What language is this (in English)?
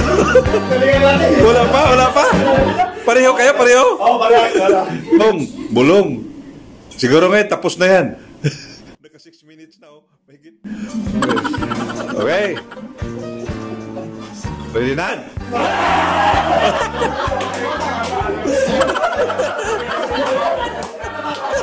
Filipino